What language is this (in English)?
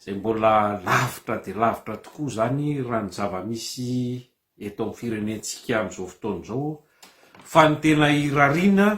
Malagasy